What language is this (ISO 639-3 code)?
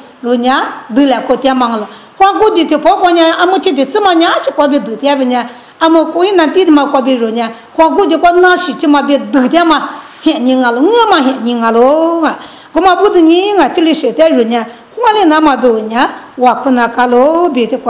lis